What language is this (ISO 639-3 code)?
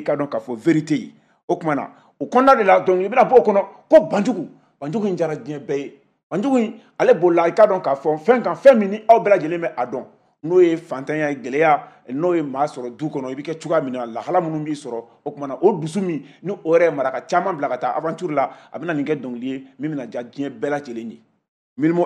bam